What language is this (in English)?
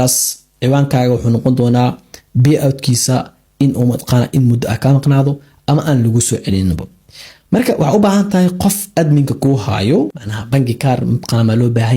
Somali